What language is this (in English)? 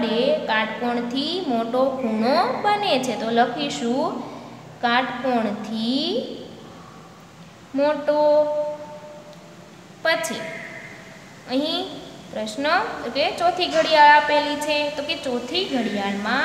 Gujarati